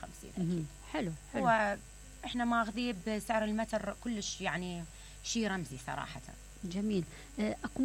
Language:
Mesopotamian Arabic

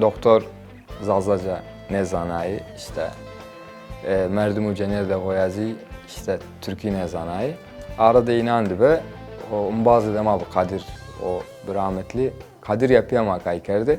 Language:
Zaza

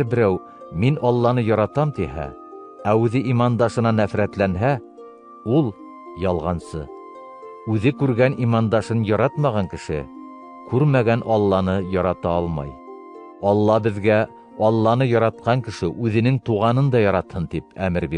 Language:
Bashkir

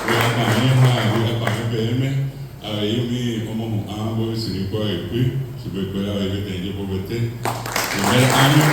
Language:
Guarani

